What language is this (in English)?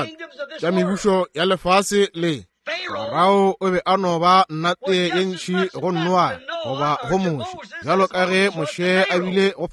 Northern Sotho